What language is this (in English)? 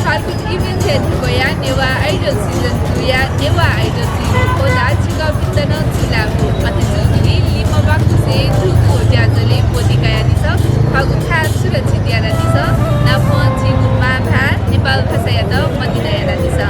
Newari